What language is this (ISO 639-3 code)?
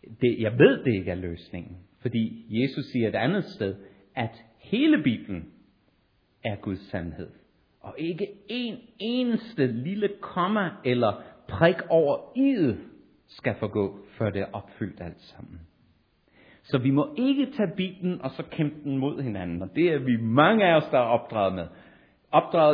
dan